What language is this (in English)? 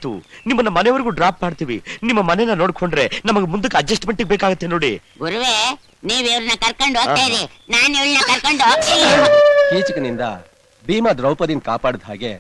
Kannada